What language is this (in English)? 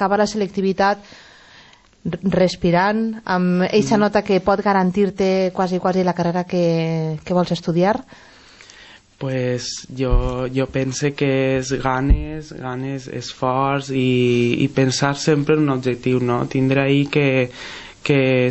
Catalan